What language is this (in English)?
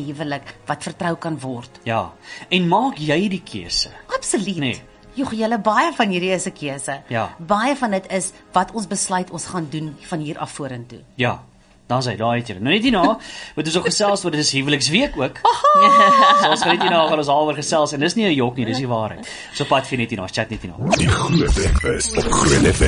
Afrikaans